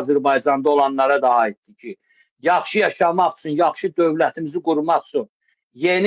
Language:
Azerbaijani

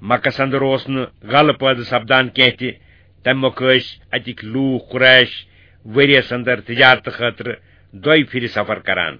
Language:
Kashmiri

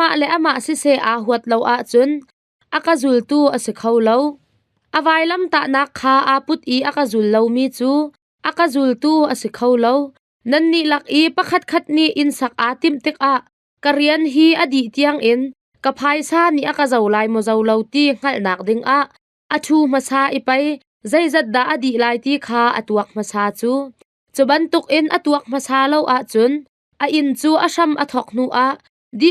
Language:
Hakha Chin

